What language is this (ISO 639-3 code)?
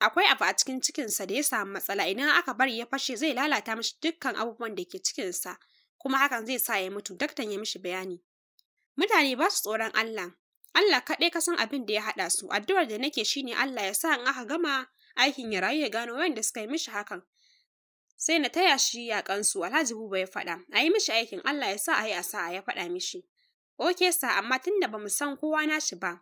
hau